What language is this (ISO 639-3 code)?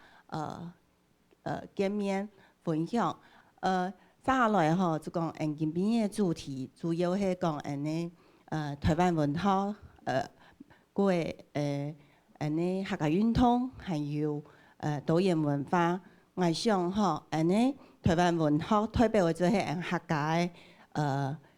hak